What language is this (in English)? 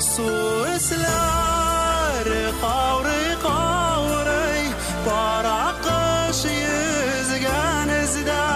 Tatar